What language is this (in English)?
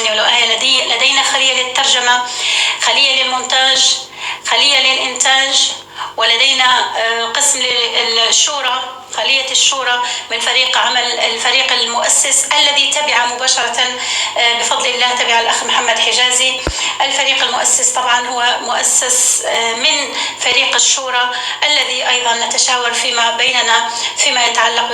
North Levantine Arabic